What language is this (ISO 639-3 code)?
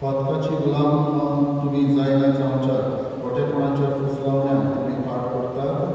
kok